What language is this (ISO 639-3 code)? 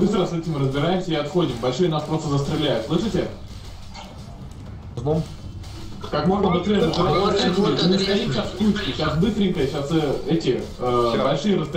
rus